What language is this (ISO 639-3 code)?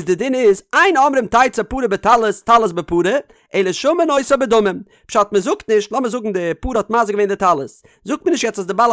yid